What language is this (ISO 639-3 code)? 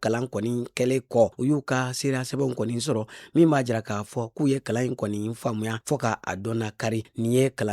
bam